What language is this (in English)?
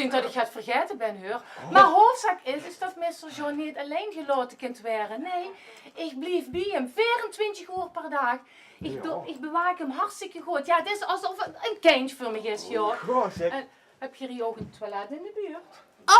Limburgish